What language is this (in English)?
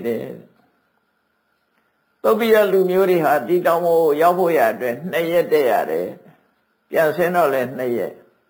Burmese